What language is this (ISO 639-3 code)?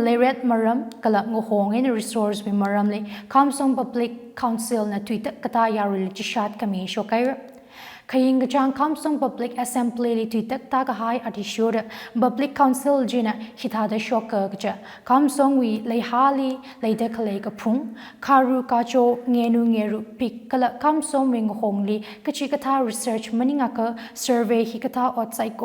nmf